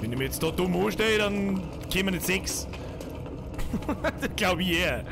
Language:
Bavarian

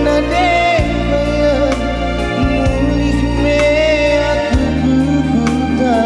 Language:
Batak Karo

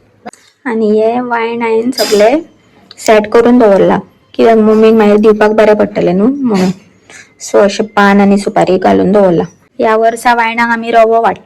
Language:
Konkani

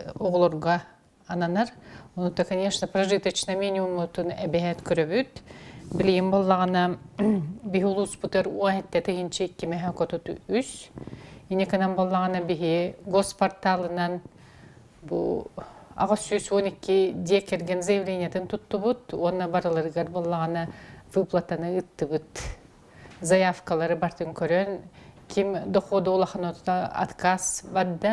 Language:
Yakut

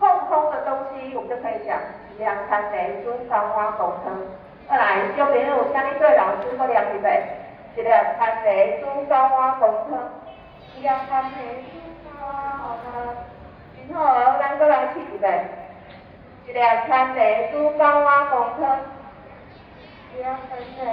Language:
Min Nan Chinese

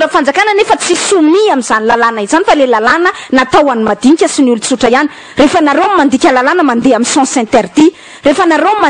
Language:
Malagasy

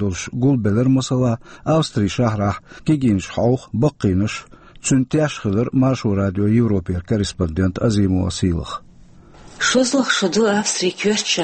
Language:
Chechen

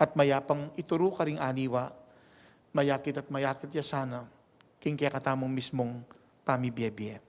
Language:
Pampanga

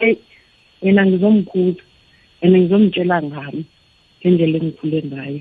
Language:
South Ndebele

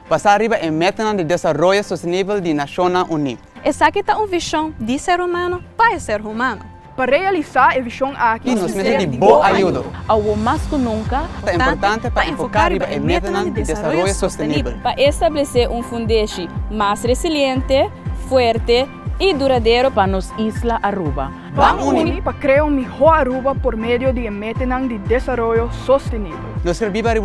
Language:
Papiamento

